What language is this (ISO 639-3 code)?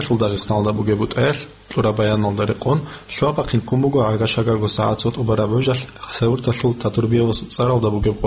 ava